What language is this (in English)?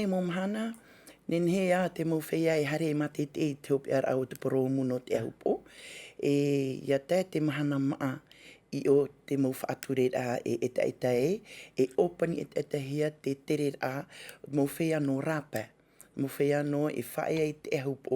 Tahitian